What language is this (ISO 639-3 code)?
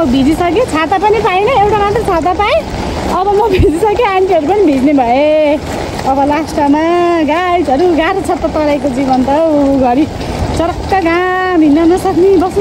nep